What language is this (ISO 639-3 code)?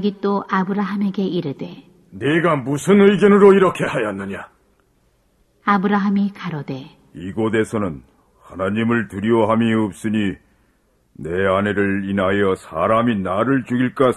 kor